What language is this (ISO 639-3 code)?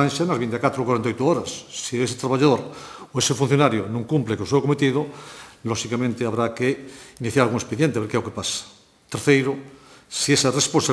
glg